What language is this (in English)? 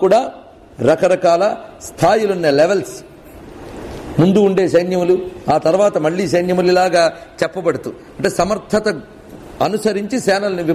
Telugu